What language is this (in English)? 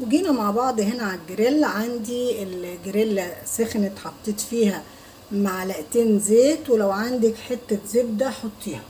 Egyptian Arabic